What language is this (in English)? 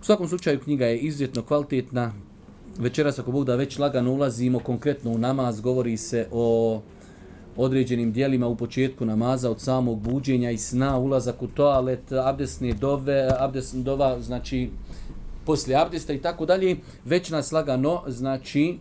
Bosnian